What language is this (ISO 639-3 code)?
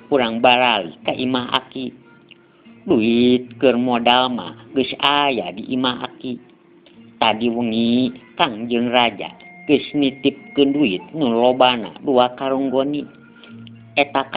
sun